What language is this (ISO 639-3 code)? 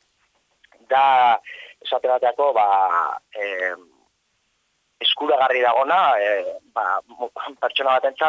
eus